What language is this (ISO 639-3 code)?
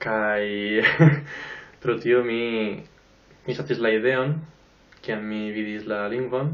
epo